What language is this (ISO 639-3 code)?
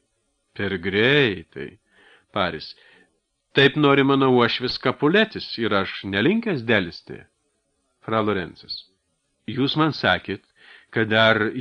lit